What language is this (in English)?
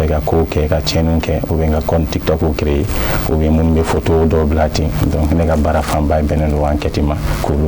Bambara